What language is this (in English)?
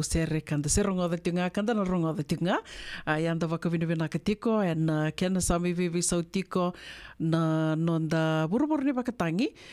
Fijian